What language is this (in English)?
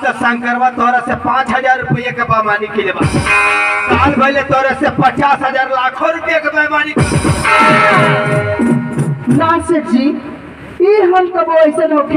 Bhojpuri